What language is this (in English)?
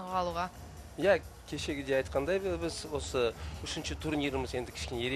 Kazakh